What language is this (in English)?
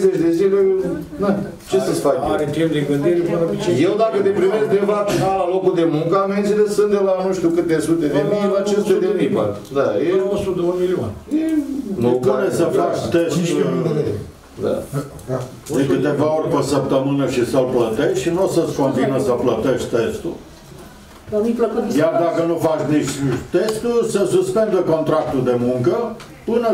Romanian